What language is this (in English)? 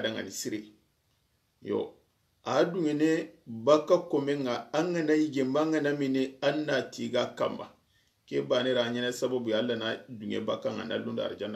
Soninke